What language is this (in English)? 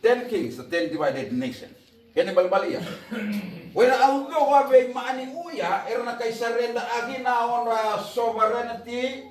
Fijian